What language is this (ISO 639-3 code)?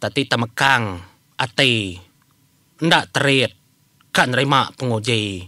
iba